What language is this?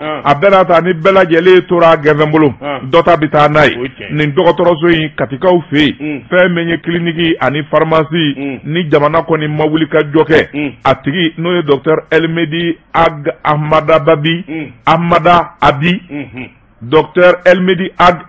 Bambara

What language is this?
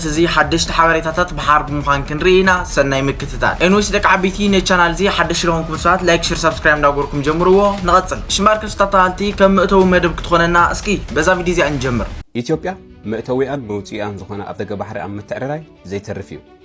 Tigrinya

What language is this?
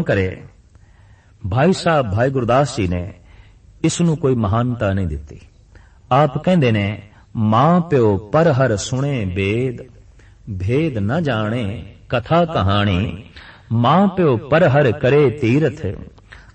Punjabi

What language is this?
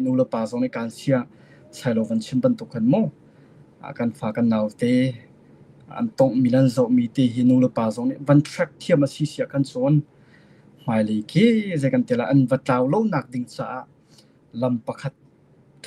Hakha Chin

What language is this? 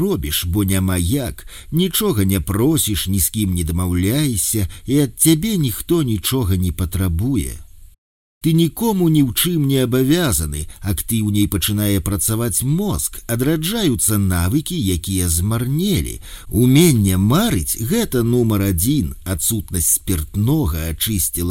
Belarusian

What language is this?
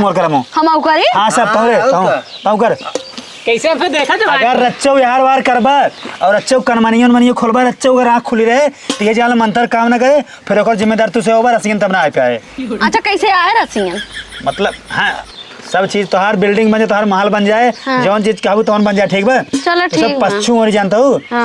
Awadhi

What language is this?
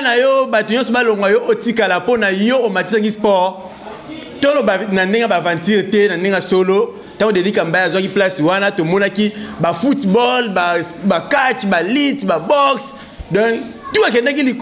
Lingala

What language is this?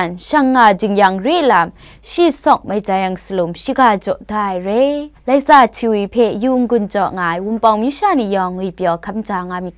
Kachin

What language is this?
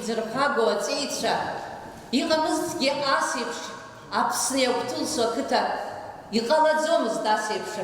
Abkhazian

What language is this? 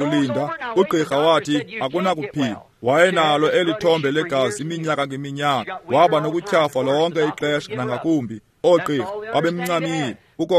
Xhosa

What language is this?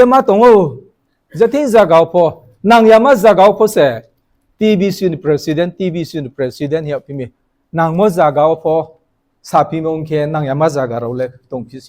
Riang (India)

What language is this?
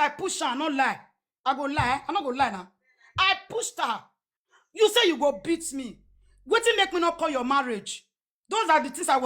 Nigerian Pidgin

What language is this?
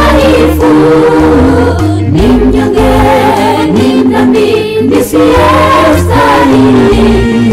Swahili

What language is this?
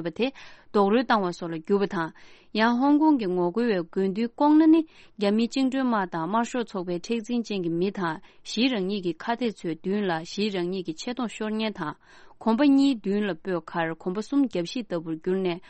Tibetan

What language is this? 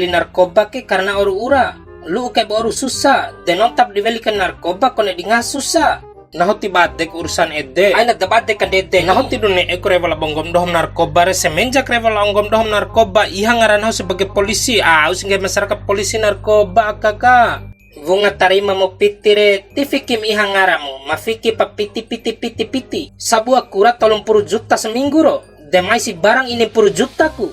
Bima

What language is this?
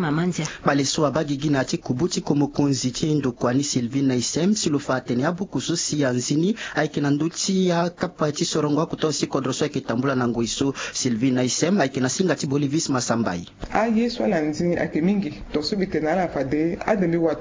Sango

